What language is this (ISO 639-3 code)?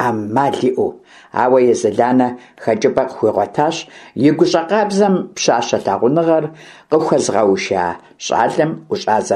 kbd